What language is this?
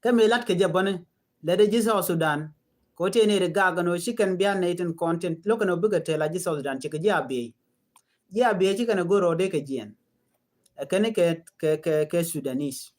Nuer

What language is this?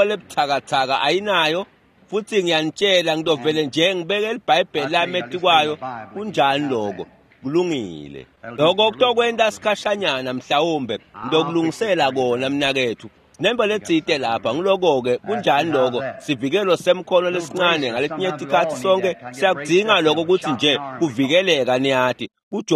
Swati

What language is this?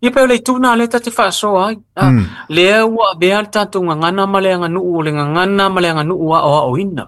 Samoan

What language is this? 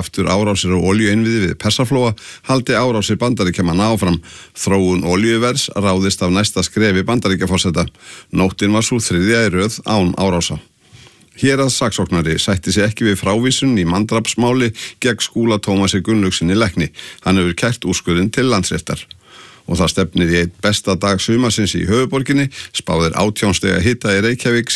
Icelandic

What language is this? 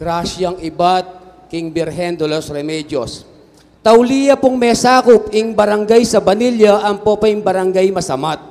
Pampanga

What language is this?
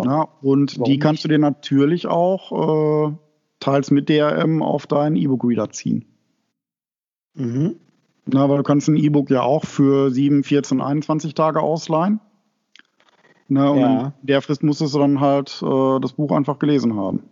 German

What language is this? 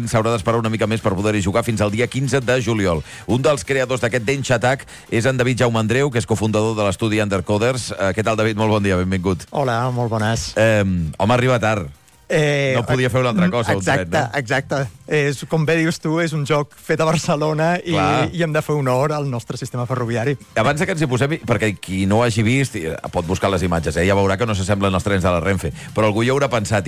Catalan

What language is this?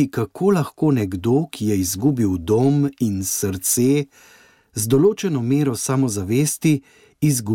Slovenian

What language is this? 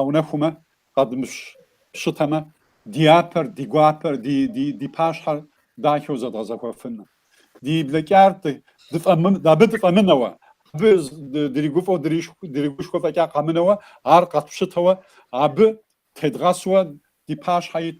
Kabardian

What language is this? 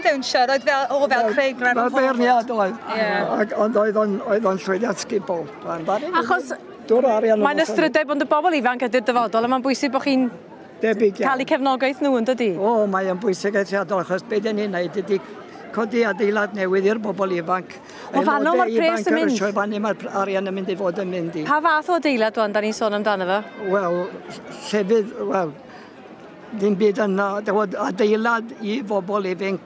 Welsh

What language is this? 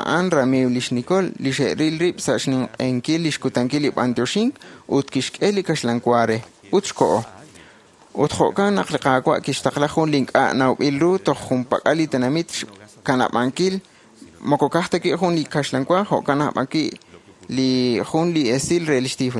Kekchí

